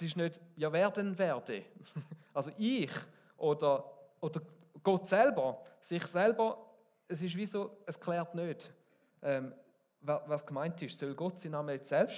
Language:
Swiss German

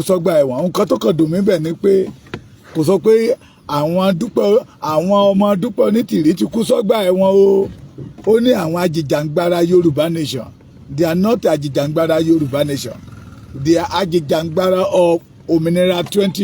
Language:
Yoruba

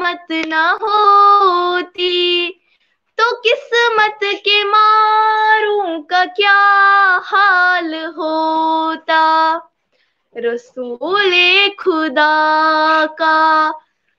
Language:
Kashmiri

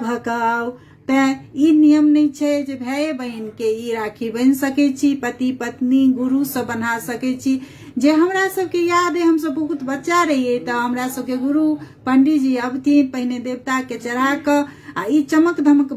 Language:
Maithili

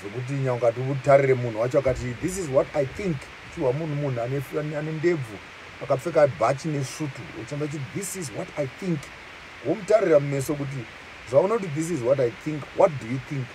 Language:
Shona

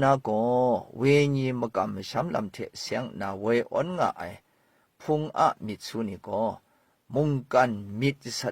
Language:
Kachin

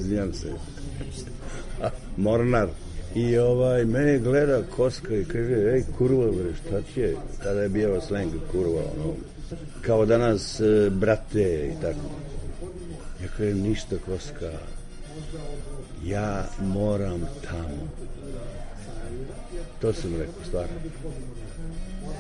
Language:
Serbian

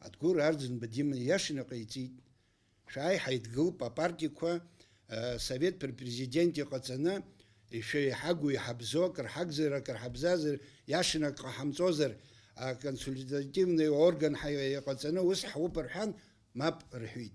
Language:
Abkhazian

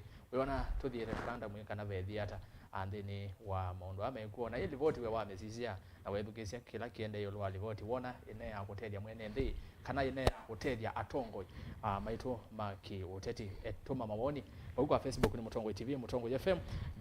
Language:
Kamba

